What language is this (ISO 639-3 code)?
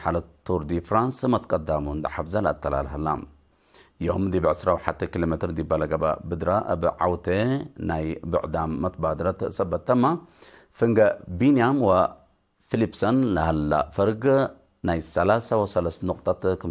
tig